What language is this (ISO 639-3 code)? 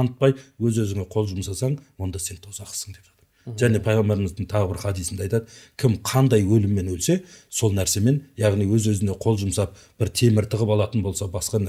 kaz